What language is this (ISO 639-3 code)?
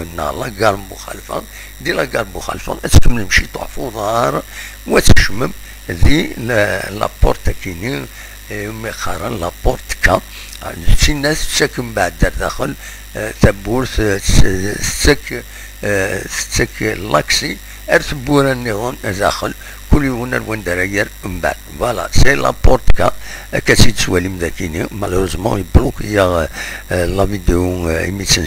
kab